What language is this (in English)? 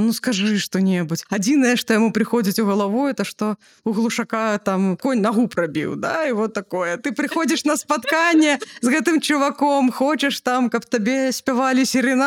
Belarusian